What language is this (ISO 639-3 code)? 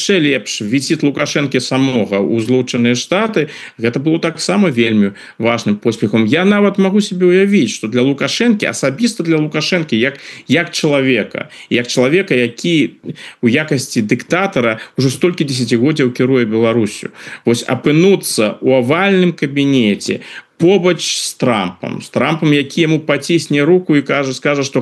bel